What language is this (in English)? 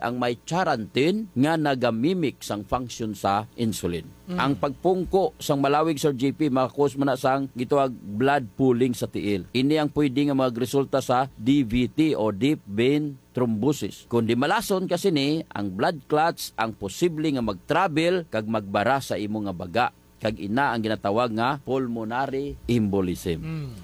Hiligaynon